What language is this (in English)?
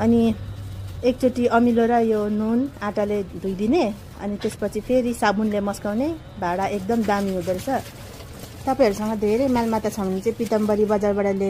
Nepali